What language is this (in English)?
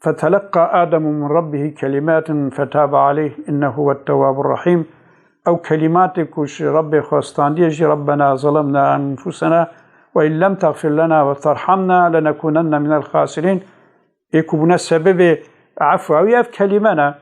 Kurdish